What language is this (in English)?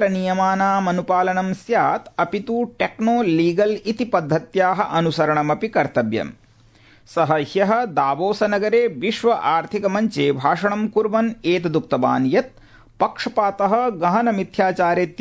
Sanskrit